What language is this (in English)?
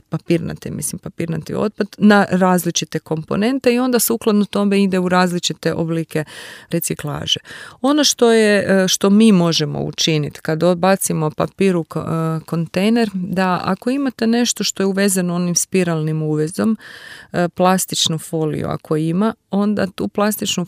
Croatian